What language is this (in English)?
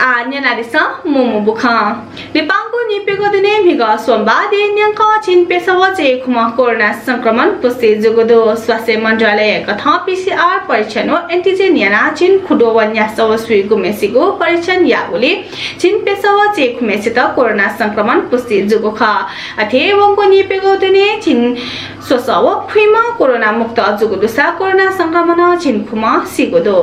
Newari